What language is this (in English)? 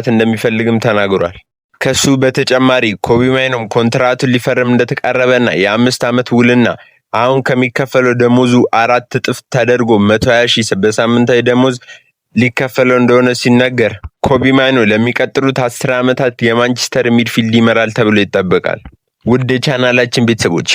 Amharic